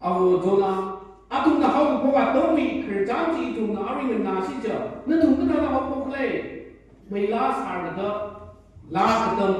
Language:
Tangkhul Naga (India)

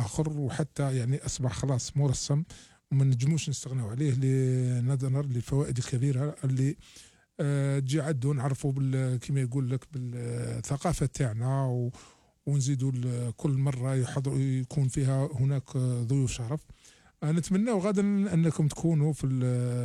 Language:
Algerian Arabic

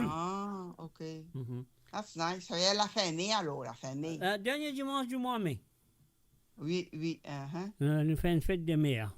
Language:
Morisyen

